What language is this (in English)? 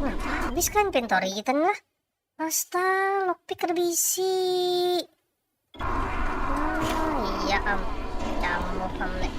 Banjar